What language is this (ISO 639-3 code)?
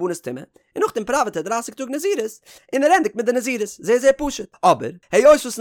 yid